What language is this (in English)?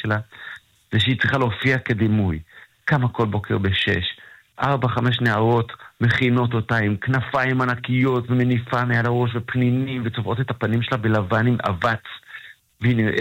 Hebrew